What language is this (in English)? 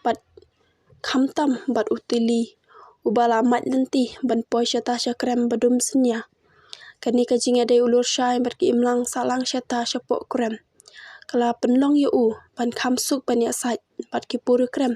Khasi